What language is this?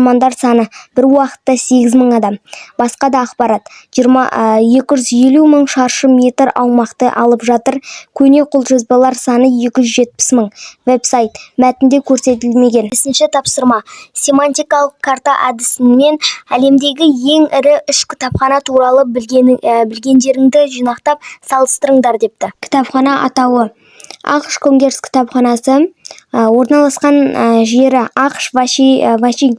Kazakh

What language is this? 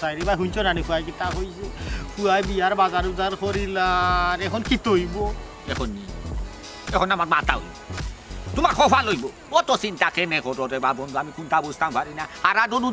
Sylheti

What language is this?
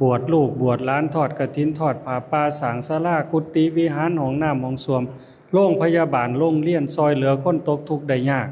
Lao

